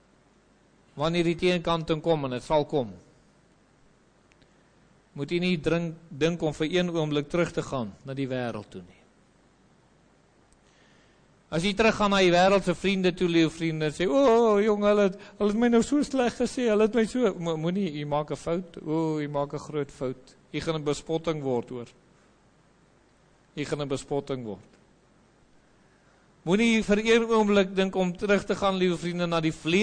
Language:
Afrikaans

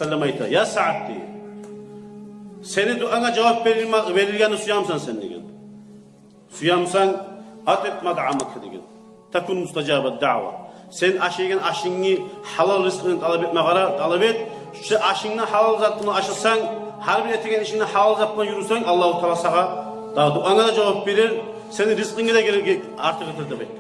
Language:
Kumyk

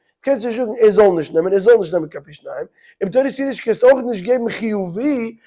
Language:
Yiddish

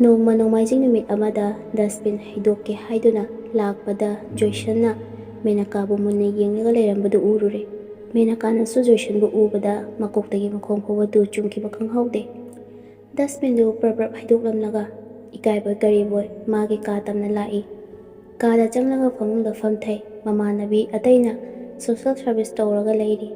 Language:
Manipuri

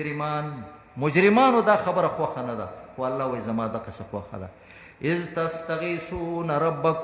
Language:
Pashto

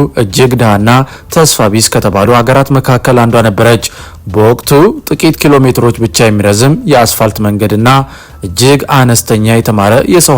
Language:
Amharic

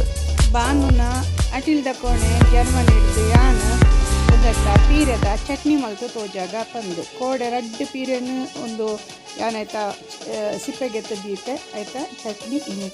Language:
Tulu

